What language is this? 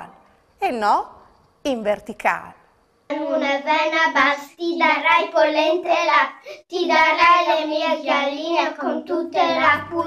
Friulian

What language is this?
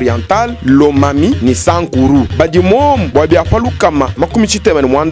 Luba-Lulua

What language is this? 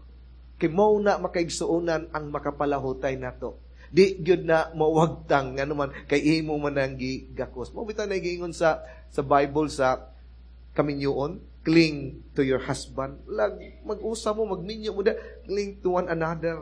Cebuano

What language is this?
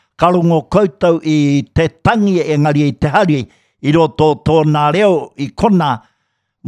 Māori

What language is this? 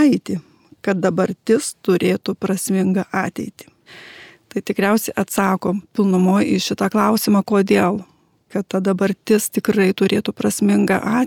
Lithuanian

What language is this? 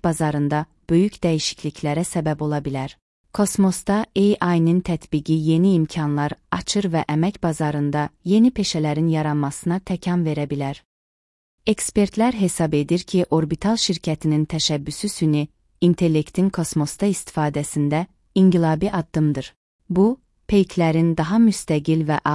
Azerbaijani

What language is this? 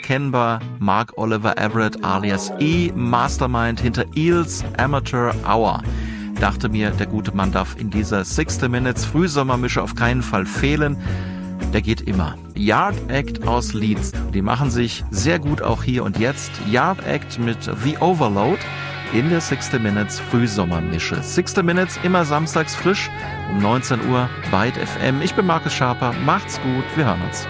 German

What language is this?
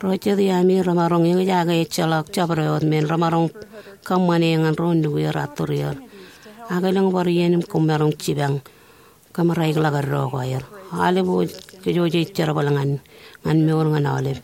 Marshallese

